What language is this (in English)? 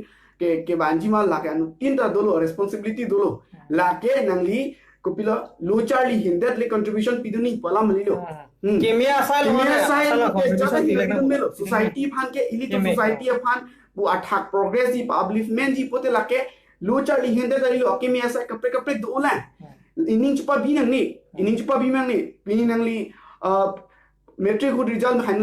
Karbi